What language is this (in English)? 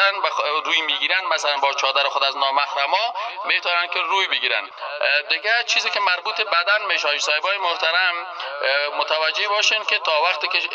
Persian